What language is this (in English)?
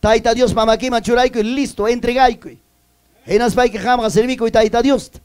Ayacucho Quechua